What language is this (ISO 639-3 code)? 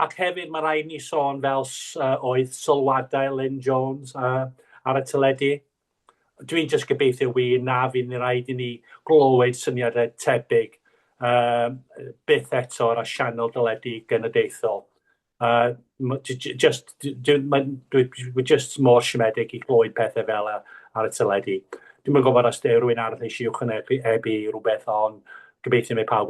cym